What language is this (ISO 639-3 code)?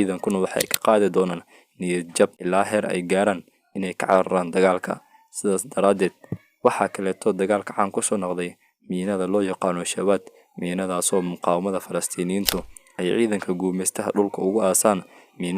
som